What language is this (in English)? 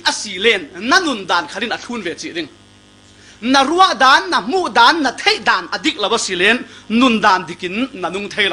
Falam Chin